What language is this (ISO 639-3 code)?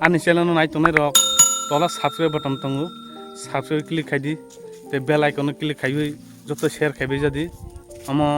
trp